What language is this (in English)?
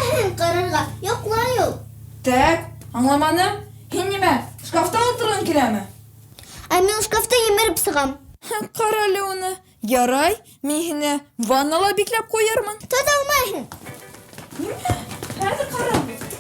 Bashkir